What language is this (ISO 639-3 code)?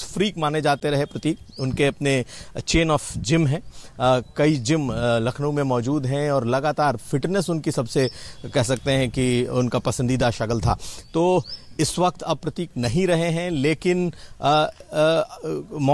hin